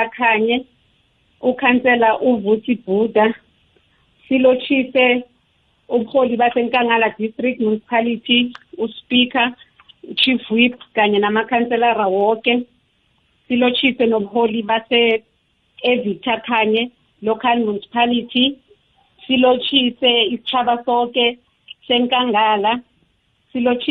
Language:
South Ndebele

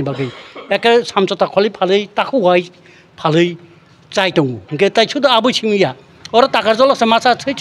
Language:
Kok Borok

